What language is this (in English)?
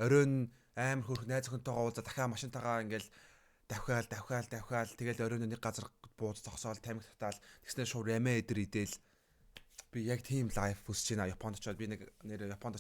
Mongolian